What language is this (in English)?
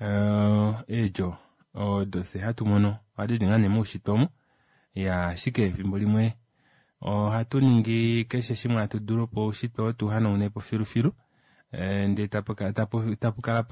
Kuanyama